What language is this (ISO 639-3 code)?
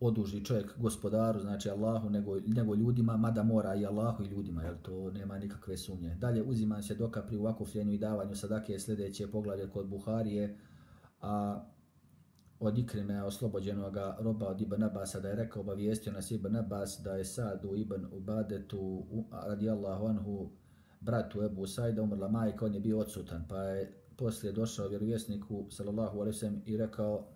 bos